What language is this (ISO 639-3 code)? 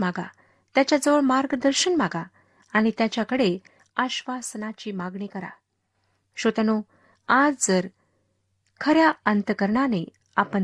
mar